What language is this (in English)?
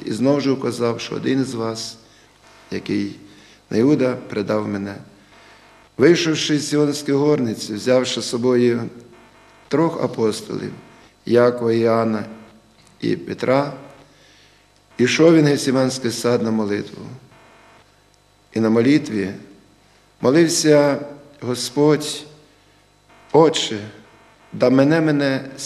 Ukrainian